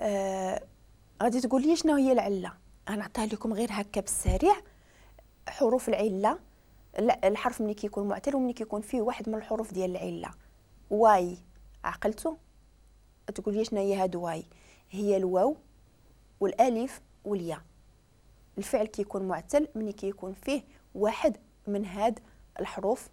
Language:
Moroccan Arabic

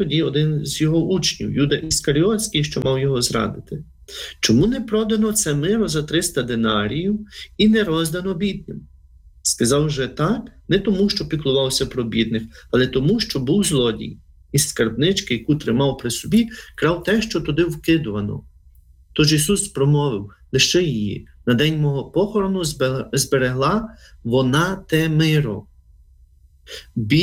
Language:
Ukrainian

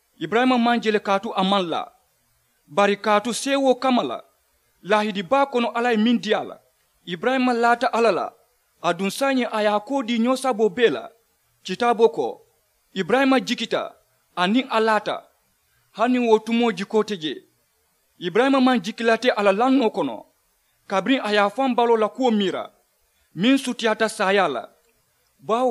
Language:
Mandingo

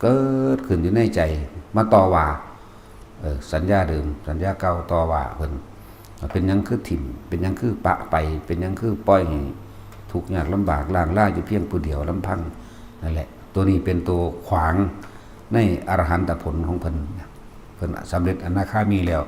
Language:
Northeastern Thai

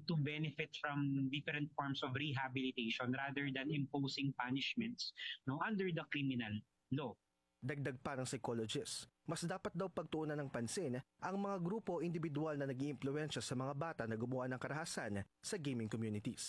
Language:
Filipino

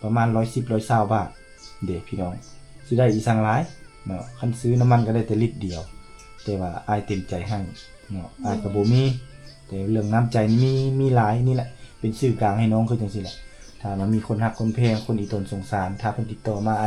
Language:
Lao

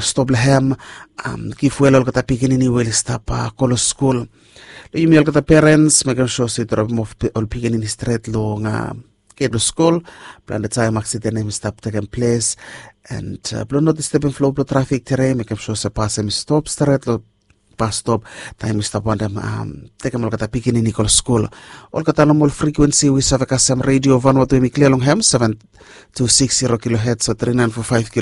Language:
Bislama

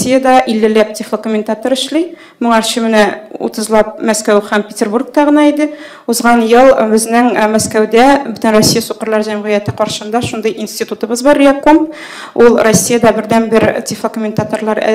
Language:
Tatar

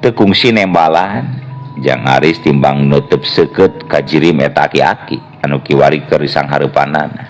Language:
Sundanese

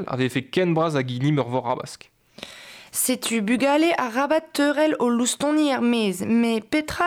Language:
Breton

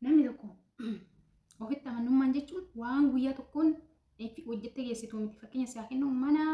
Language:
Oromo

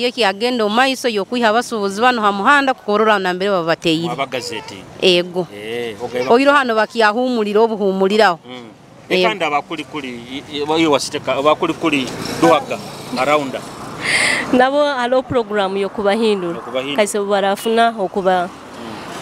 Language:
Nyoro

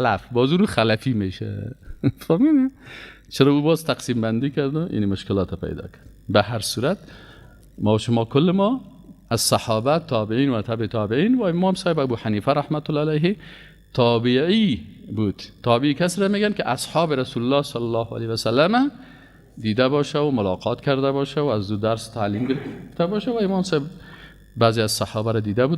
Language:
Persian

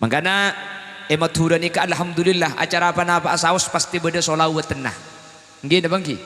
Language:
Madurese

